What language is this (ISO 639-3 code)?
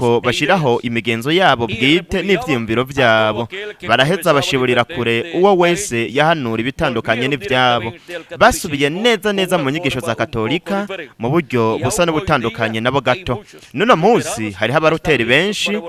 run